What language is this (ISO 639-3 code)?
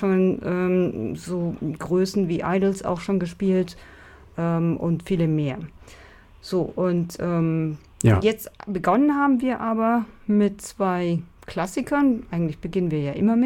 deu